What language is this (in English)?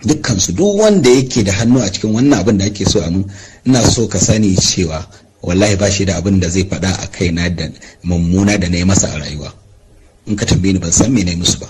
Hausa